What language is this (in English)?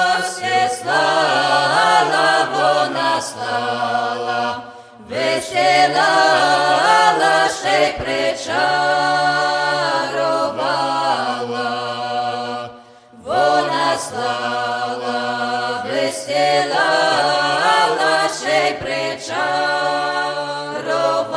Ukrainian